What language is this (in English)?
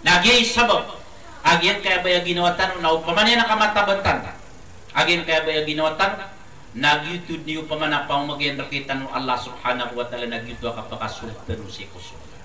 Maranao